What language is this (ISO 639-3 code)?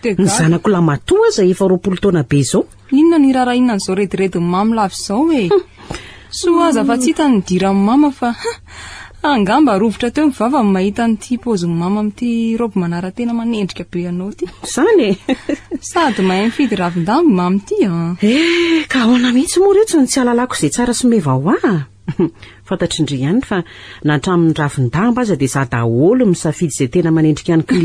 mlg